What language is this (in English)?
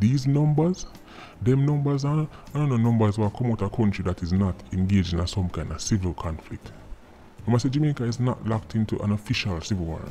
Jamaican Creole English